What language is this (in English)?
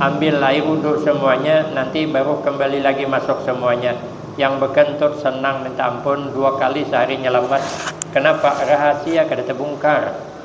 Banjar